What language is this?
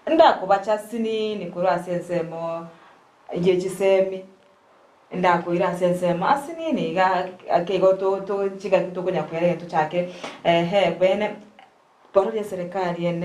Gusii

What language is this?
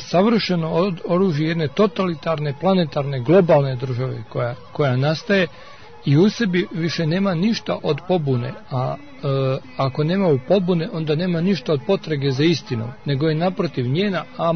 Serbian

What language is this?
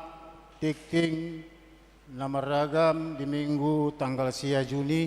Batak Toba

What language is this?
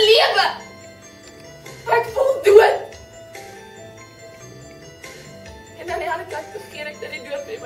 Afrikaans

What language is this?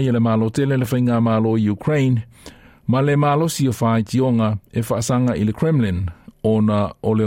Samoan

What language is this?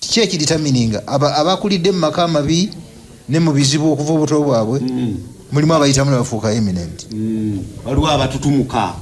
Ganda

